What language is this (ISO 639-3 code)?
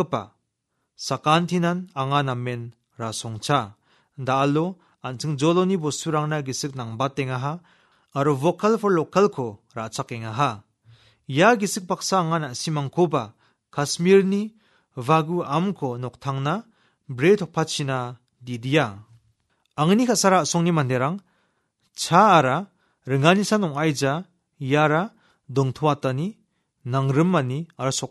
grt